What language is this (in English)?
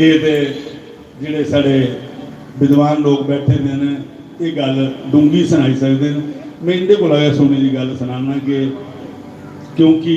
Dogri